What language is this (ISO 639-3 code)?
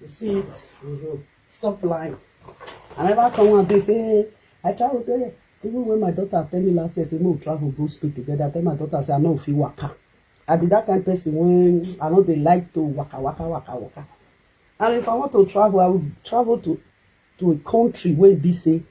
pcm